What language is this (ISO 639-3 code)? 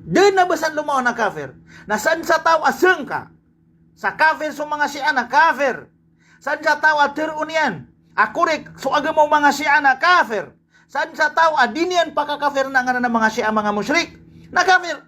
mrw